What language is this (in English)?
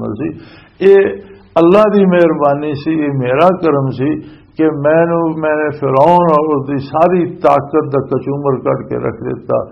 Western Panjabi